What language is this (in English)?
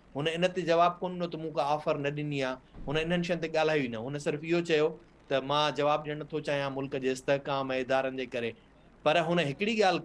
Sindhi